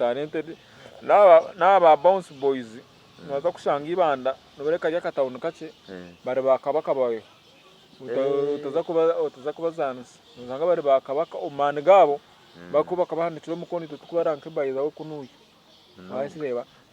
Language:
Nyankole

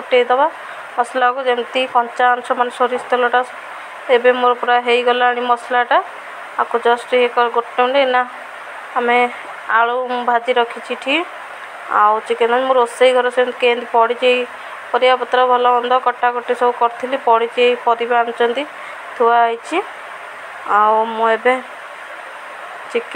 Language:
Odia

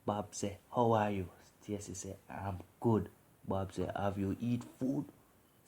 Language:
Jamaican Creole English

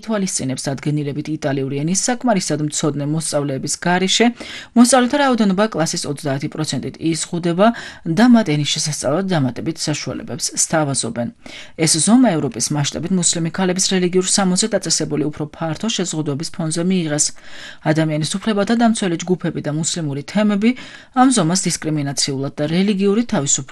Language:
Georgian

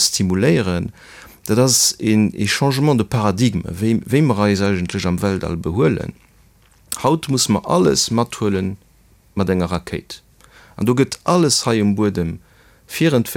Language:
Luxembourgish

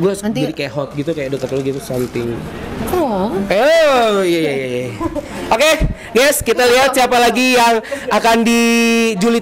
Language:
Indonesian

